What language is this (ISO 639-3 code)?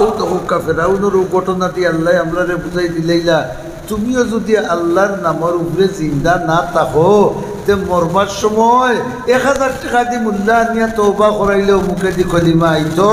syl